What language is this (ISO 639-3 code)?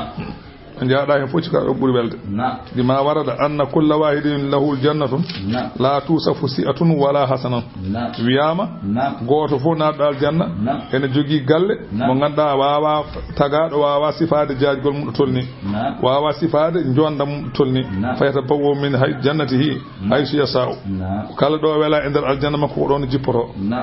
ful